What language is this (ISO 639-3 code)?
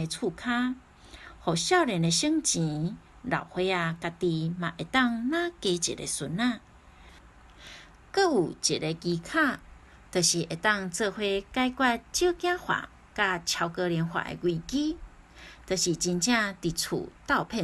nan